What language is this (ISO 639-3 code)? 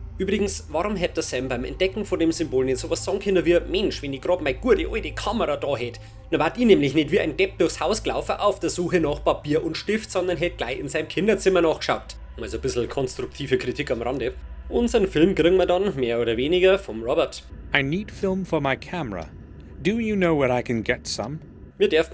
bar